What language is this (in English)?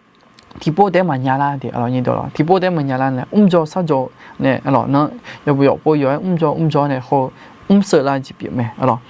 Akha